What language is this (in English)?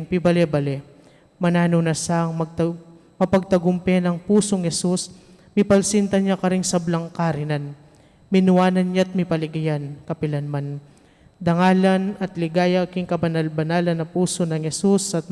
Pampanga